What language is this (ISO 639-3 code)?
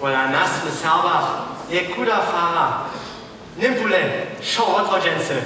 hsb